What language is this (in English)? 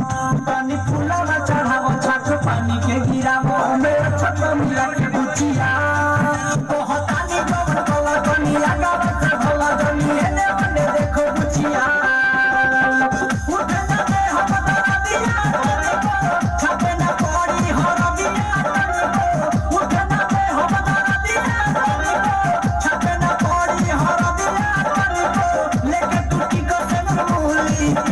Bhojpuri